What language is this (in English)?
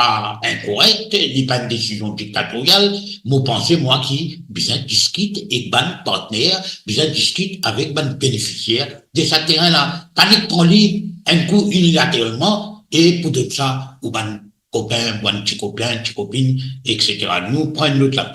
Morisyen